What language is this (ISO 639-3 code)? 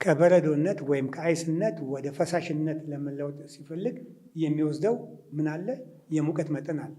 amh